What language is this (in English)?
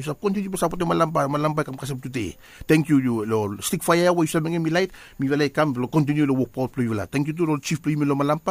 Bislama